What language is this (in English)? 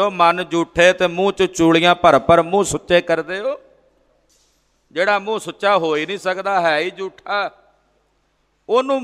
Punjabi